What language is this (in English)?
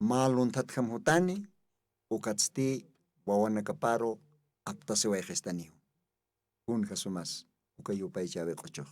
Aymara